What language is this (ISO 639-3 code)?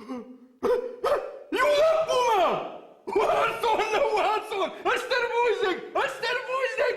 oss